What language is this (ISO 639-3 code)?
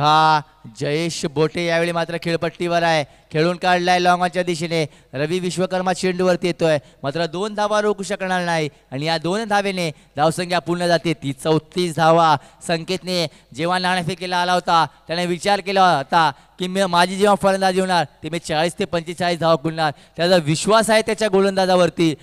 mar